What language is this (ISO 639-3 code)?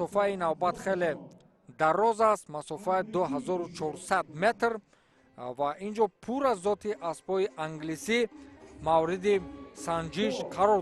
tgk